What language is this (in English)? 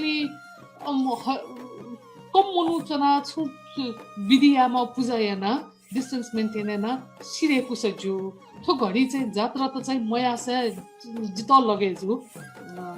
Newari